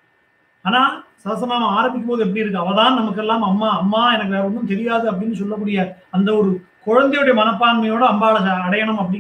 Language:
Tamil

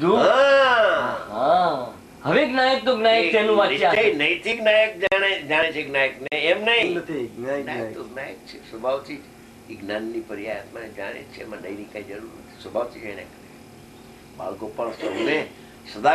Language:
Gujarati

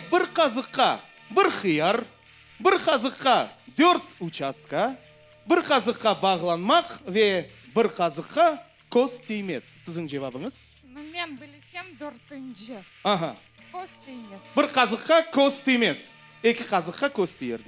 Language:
Crimean Tatar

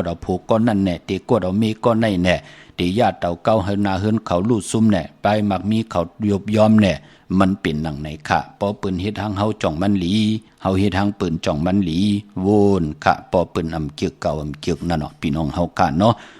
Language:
Shan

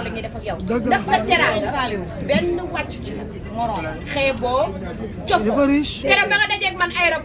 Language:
Wolof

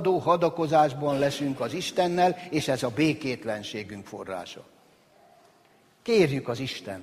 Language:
Hungarian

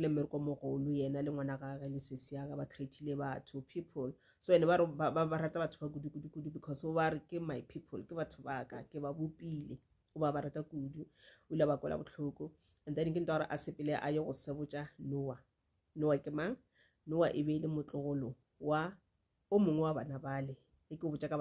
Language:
Northern Sotho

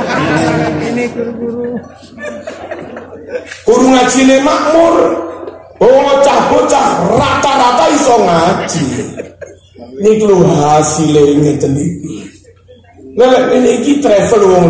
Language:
Javanese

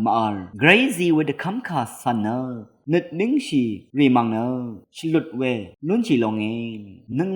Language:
Rawang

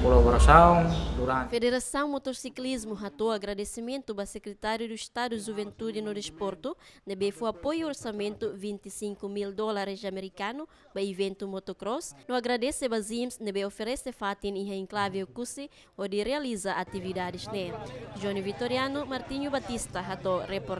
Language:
Tetum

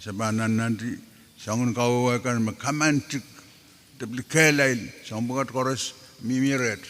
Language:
Pohnpeian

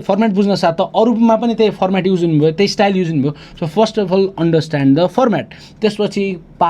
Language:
Nepali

